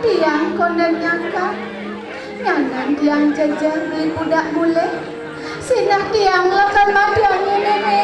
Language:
Balinese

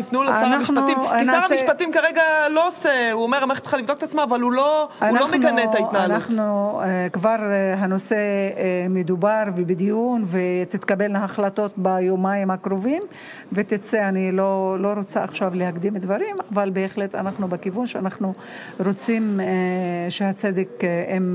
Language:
Hebrew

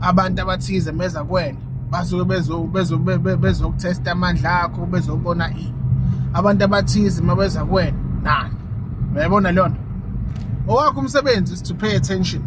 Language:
Zulu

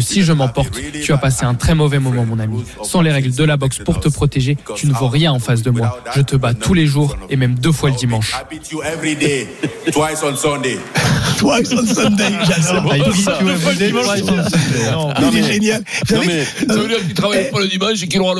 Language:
French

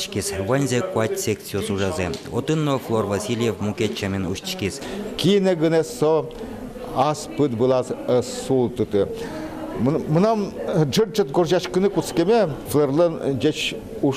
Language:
Udmurt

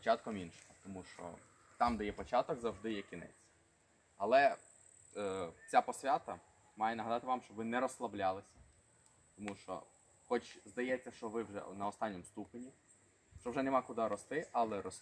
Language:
Ukrainian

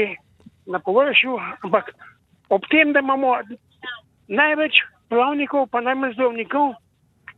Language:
Slovenian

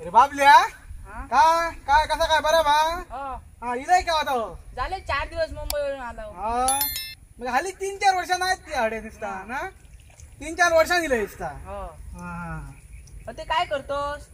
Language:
Konkani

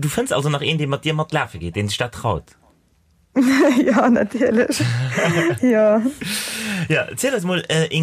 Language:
Luxembourgish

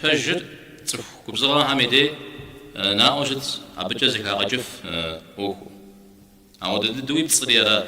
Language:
Kabardian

